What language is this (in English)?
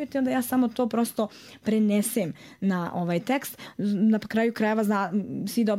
Serbian